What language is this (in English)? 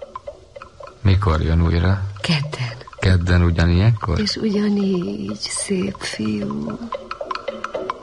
Hungarian